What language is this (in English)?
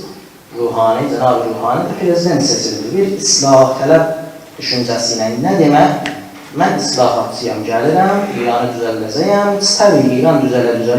South Azerbaijani